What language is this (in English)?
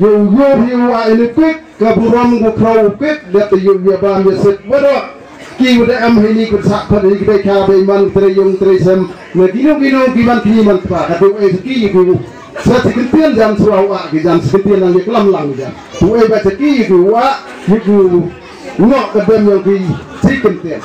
Khasi